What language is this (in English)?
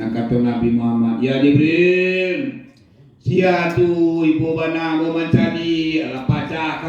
Minangkabau